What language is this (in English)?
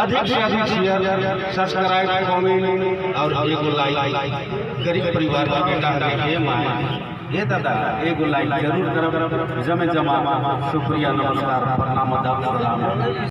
Sadri